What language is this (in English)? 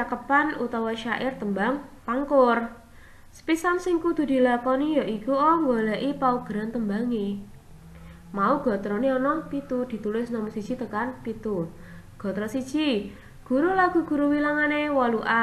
Javanese